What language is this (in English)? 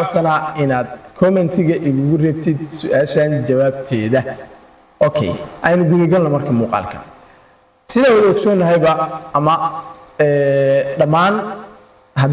Somali